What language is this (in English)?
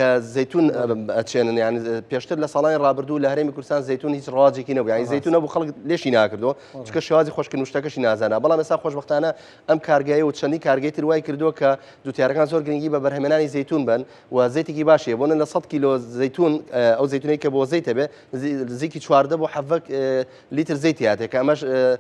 Central Kurdish